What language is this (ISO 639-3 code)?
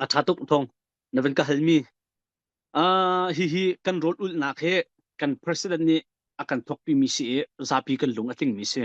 cnh